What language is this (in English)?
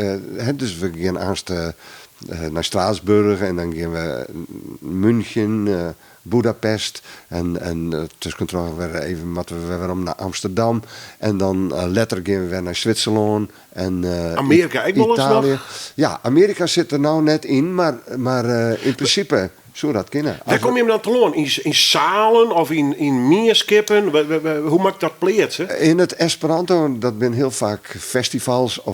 Western Frisian